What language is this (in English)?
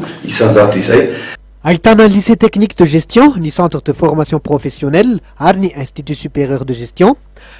Malagasy